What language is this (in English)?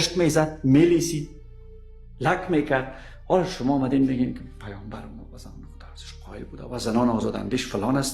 Persian